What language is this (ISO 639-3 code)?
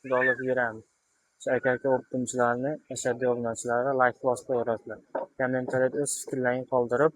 uzb